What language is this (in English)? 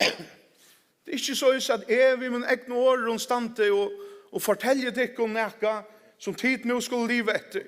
Faroese